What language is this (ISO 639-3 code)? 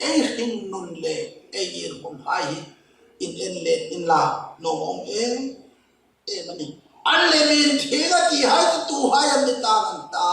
hmr